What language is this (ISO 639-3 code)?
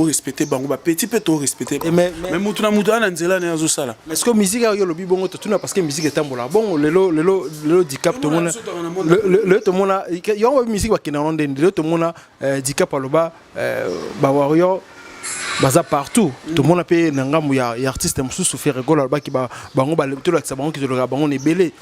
lin